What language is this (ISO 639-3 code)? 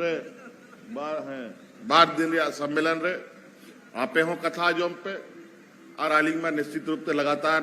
sat